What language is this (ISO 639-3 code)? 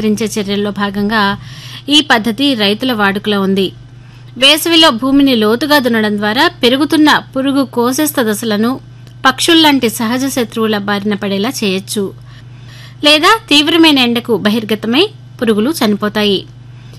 tel